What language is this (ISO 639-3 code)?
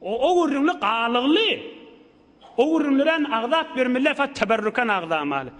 tuk